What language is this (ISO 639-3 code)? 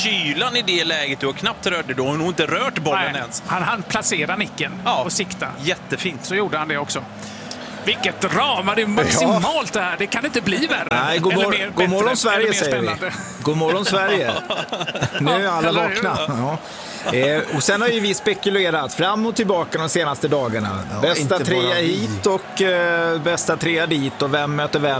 swe